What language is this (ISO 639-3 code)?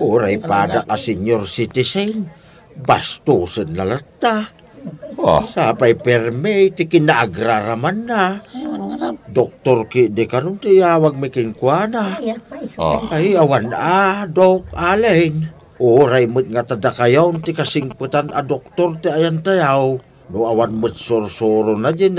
ilo